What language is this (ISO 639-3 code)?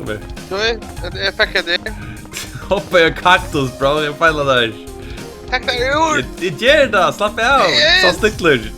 fao